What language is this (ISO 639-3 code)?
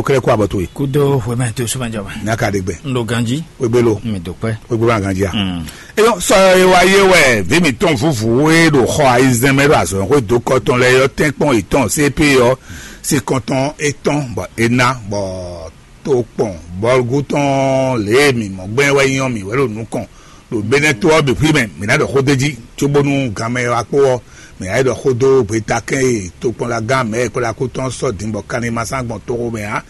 fon